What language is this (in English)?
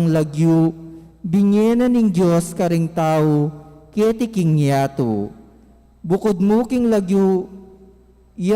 Pampanga